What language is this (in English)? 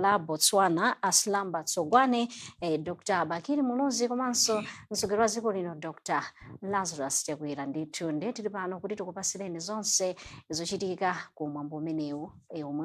Nyanja